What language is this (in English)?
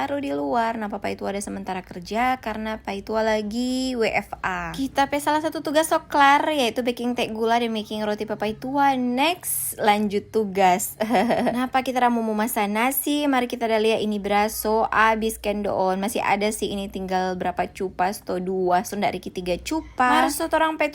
Manado Malay